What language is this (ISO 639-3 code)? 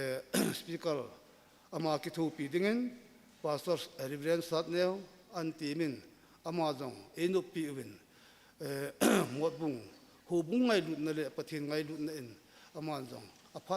tcz